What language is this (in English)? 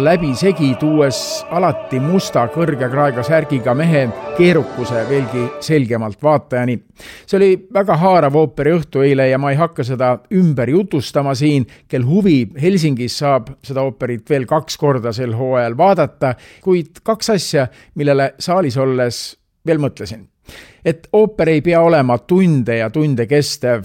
Estonian